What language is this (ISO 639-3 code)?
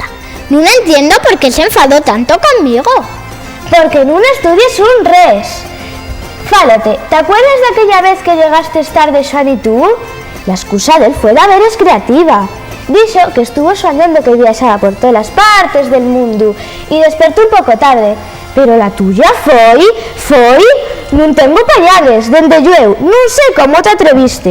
ast